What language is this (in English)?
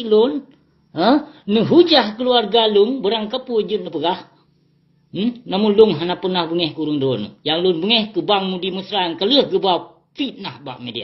Achinese